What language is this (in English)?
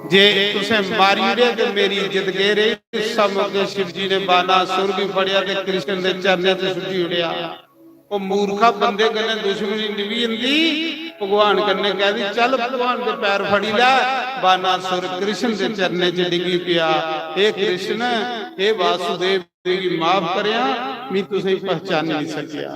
Dogri